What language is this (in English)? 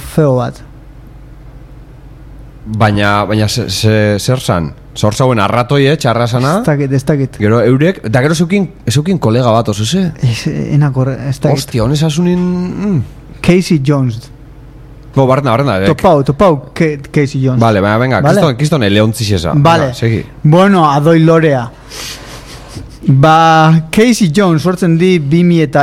Basque